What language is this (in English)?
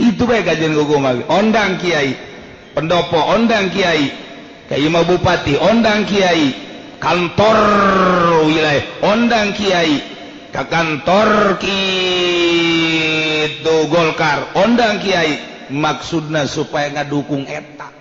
Sundanese